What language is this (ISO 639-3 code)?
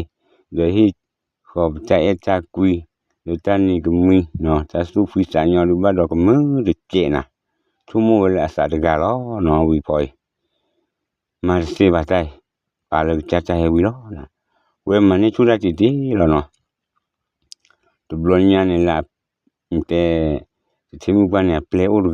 ksw